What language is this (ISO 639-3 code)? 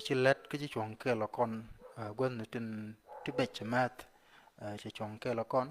nus